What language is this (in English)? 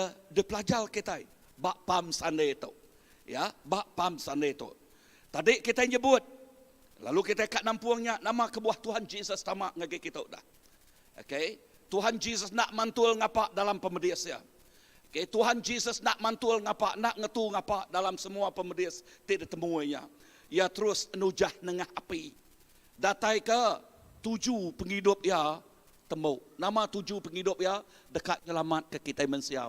Iban